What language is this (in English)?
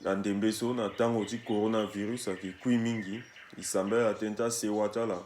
Sango